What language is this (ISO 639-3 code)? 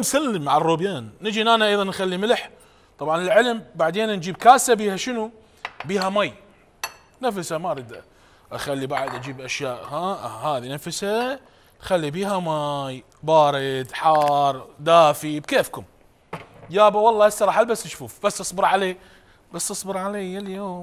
acm